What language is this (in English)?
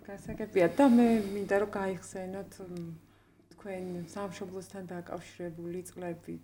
Georgian